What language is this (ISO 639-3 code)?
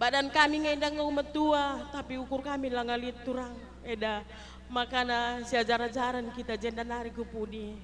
btx